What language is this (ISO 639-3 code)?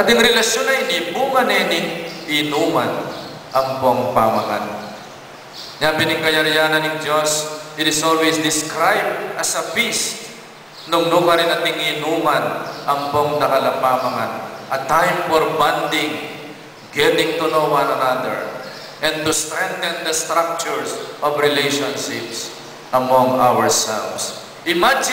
pam